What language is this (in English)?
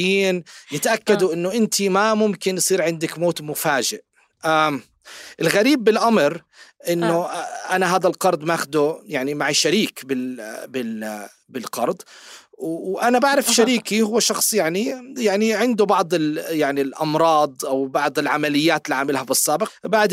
North Levantine Arabic